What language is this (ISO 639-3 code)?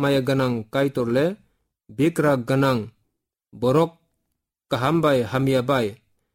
trp